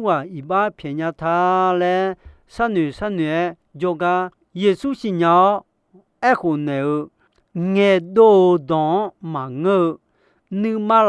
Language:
Akha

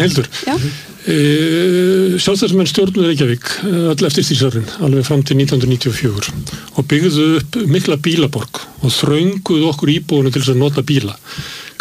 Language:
Icelandic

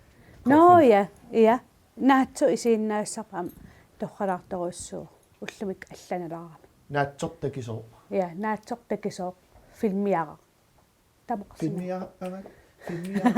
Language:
Kalaallisut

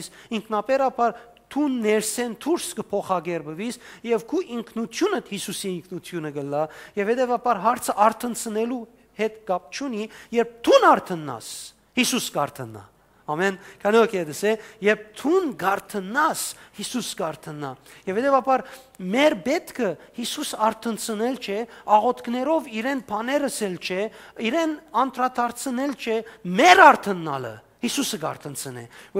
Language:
Western Armenian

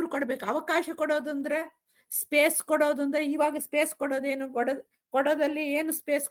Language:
Kannada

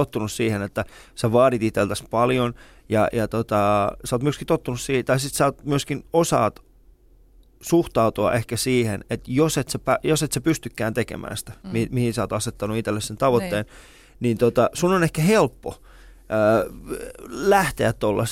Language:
Finnish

